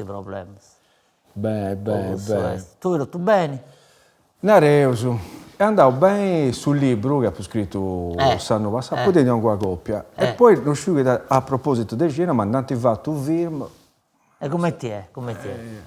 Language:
Sardinian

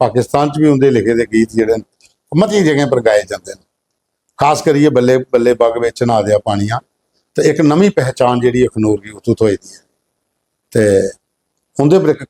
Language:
Dogri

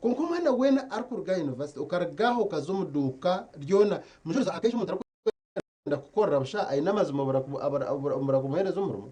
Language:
Nyankole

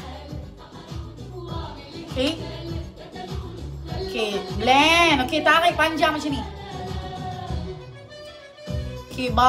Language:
Malay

